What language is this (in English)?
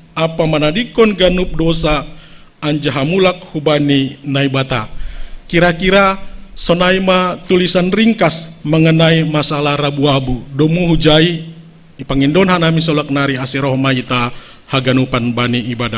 Batak Simalungun